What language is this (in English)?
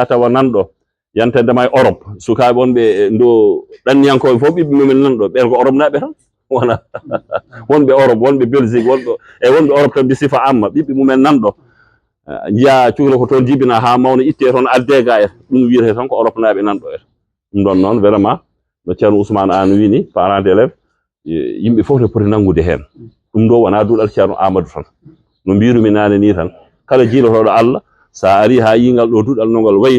Fula